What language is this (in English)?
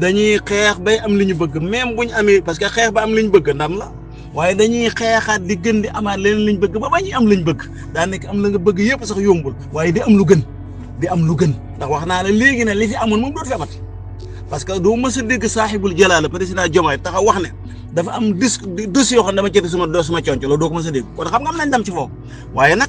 Wolof